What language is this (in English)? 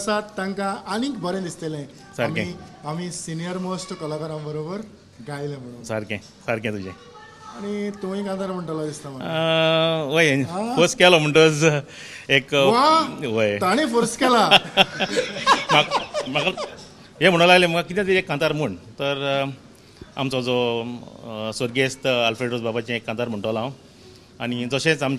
Konkani